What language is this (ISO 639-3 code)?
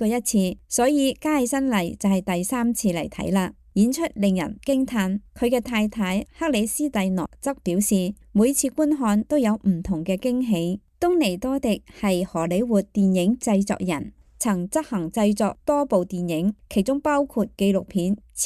yue